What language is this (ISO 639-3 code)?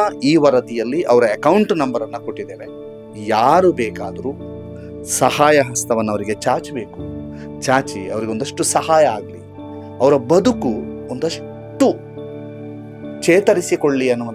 kan